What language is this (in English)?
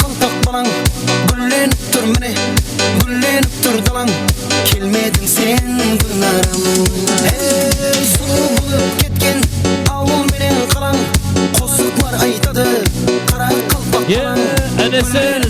Kara-Kalpak